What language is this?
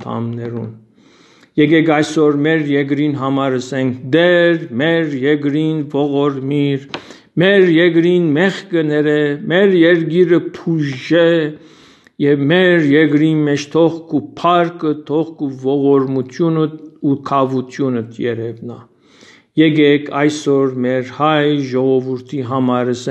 Western Armenian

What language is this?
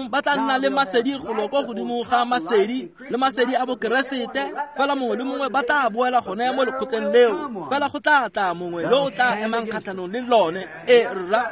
Tswana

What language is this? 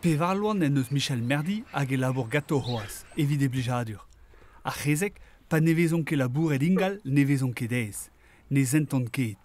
Breton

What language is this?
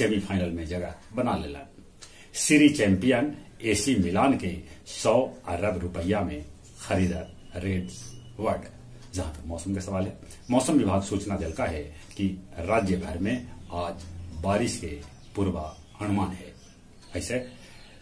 Magahi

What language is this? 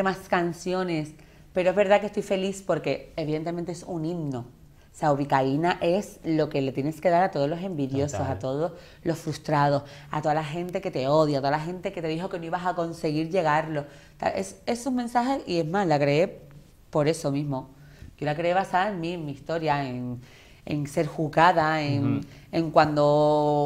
Spanish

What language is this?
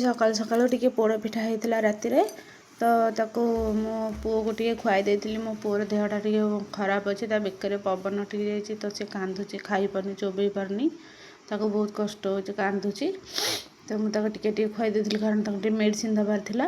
Odia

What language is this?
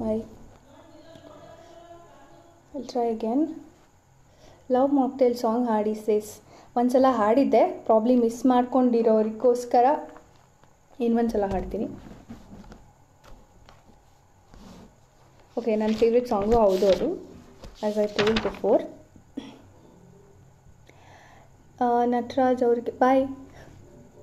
Kannada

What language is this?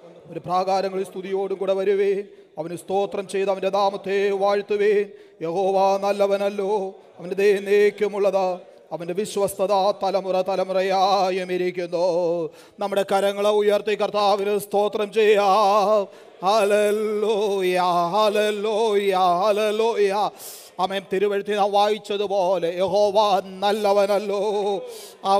Malayalam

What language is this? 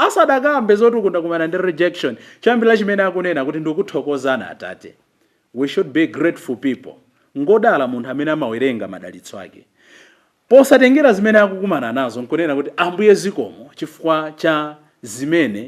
Nyanja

